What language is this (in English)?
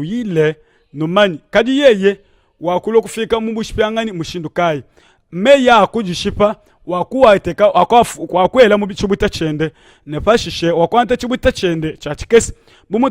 Luba-Lulua